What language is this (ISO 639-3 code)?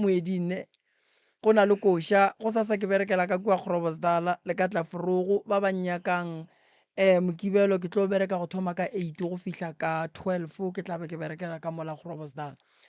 nso